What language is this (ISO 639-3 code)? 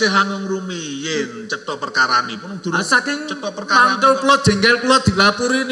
jav